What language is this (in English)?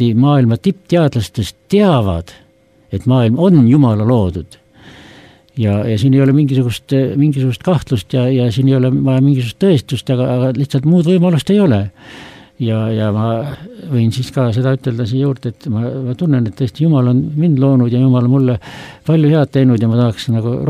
Estonian